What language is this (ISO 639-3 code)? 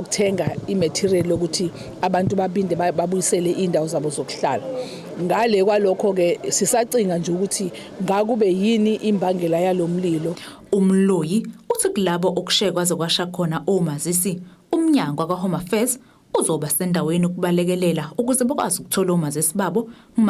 zul